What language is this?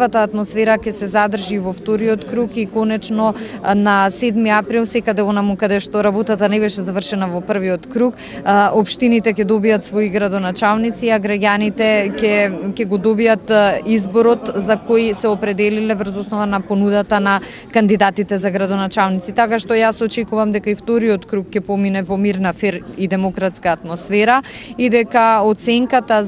Macedonian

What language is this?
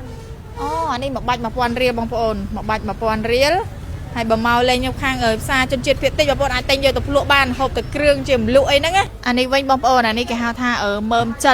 Khmer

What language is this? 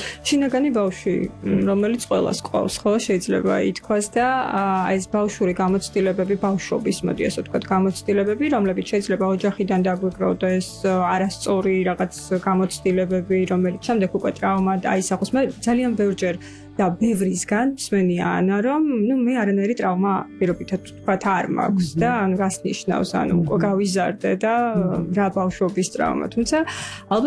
Georgian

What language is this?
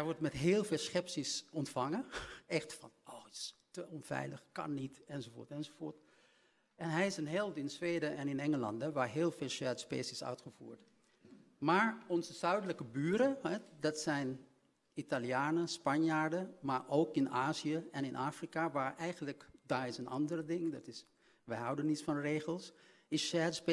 Dutch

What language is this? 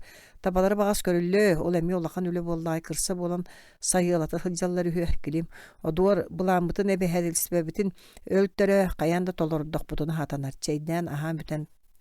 Yakut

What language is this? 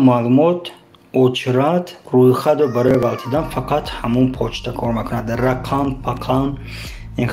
Tajik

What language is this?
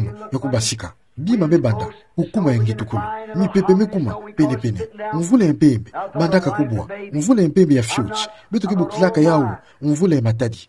Kituba (Democratic Republic of Congo)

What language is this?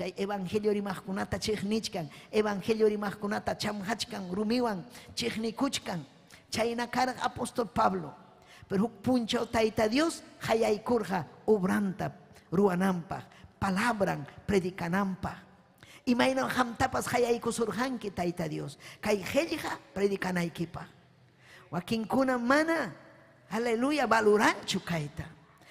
Ayacucho Quechua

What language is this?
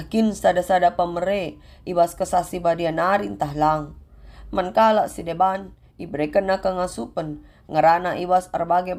Batak Karo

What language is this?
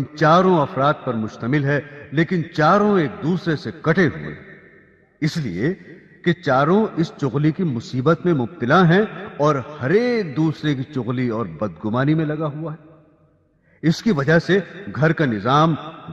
Urdu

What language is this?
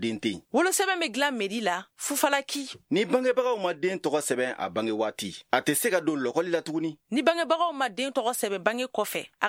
Bambara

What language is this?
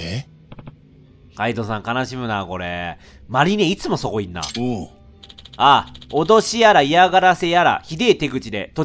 Japanese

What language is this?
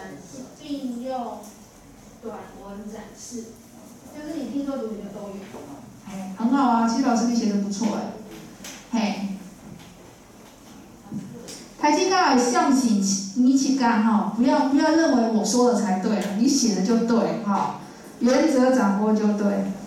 Chinese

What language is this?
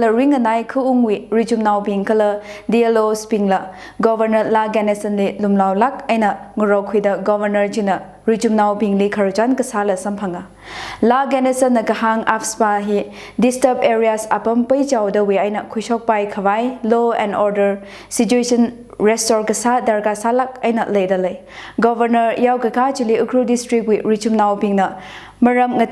Tangkhul Naga (India)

